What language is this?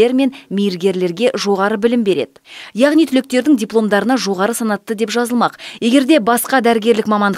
Kazakh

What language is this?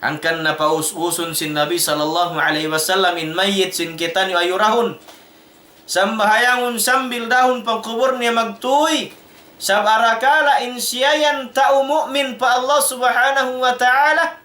Tausug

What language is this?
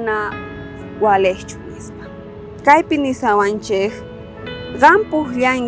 South Bolivian Quechua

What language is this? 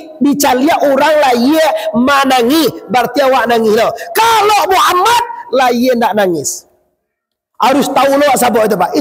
Minangkabau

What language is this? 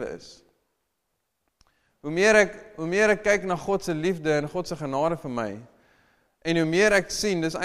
Afrikaans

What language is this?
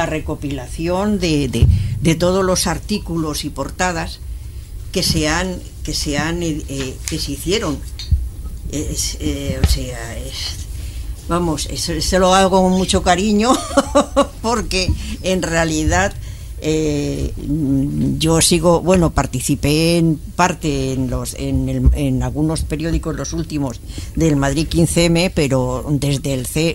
Spanish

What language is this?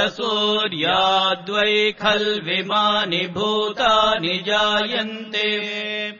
Sanskrit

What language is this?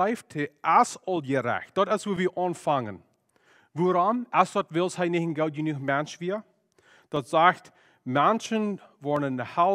Plautdietsch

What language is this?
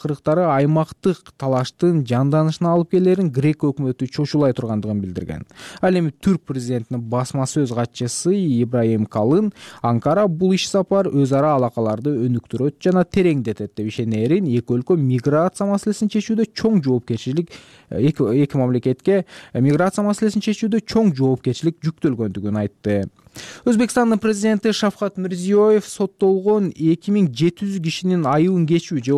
Kyrgyz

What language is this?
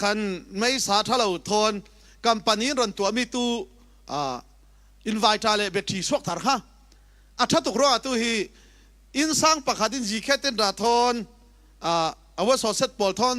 Falam Chin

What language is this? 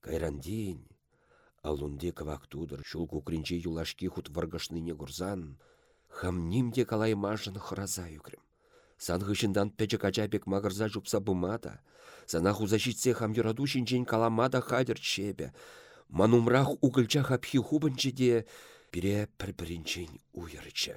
Chuvash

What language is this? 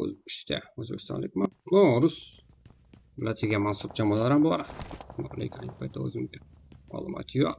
Kara-Kalpak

